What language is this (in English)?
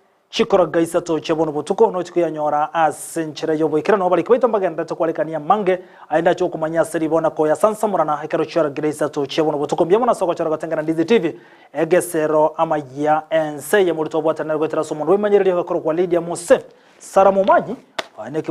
Gusii